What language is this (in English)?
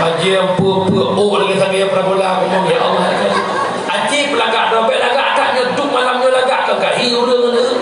Achinese